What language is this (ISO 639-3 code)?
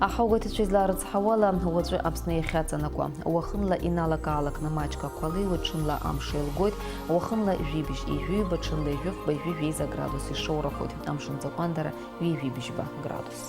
abk